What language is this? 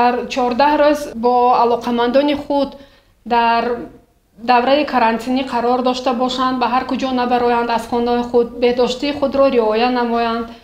Tajik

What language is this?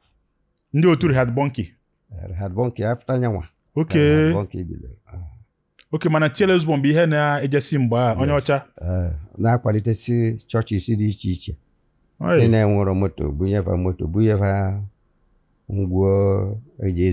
Igbo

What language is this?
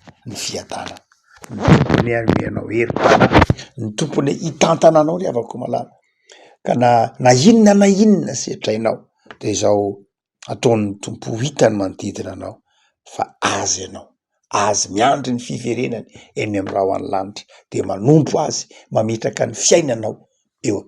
Malagasy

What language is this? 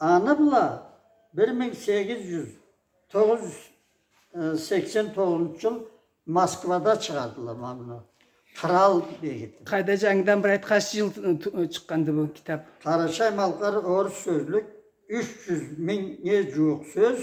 Karachay-Balkar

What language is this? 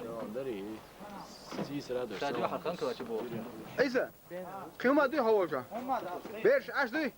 Chechen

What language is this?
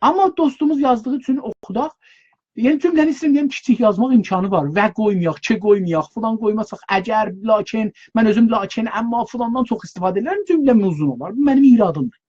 South Azerbaijani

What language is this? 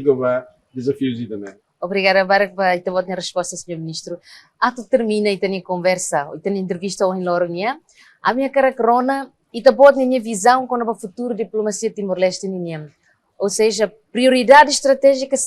Tetum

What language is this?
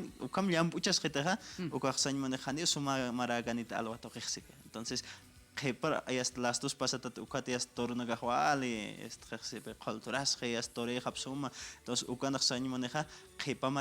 Aymara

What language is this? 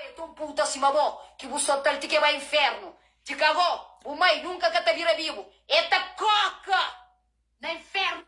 Kabuverdianu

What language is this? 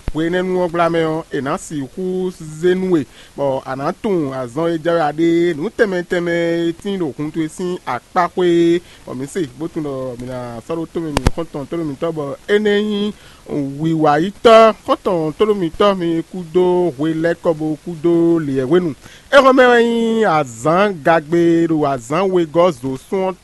Fon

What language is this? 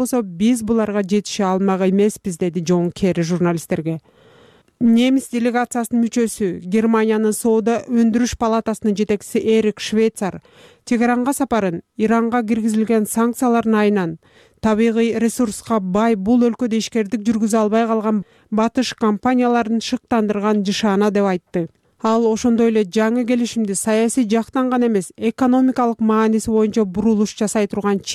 Kyrgyz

